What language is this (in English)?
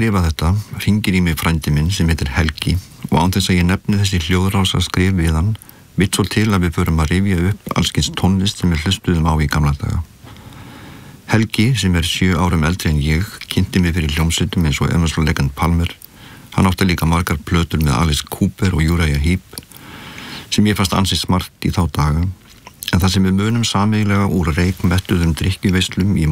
Icelandic